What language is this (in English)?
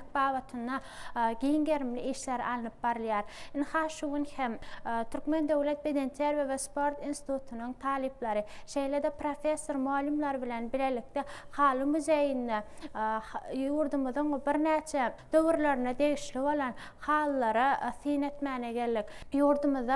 Turkmen